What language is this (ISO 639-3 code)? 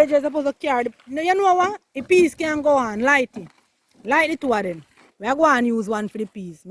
jam